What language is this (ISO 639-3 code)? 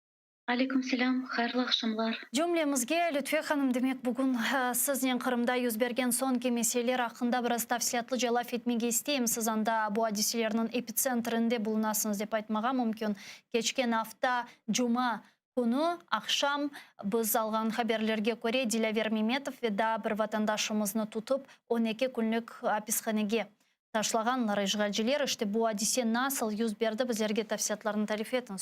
crh